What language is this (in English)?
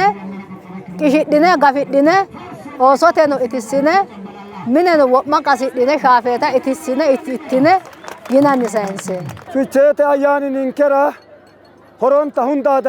Sidamo